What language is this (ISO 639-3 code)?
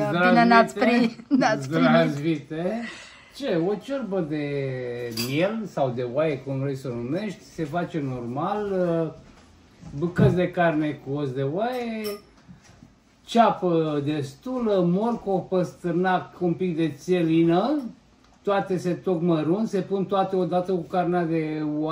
ron